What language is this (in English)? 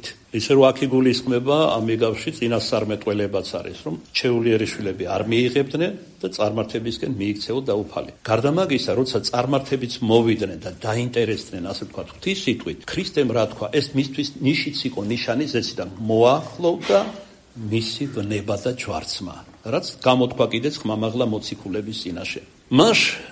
Georgian